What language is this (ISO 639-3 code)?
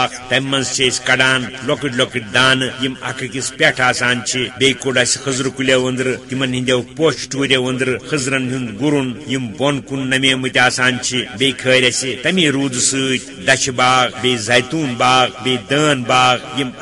kas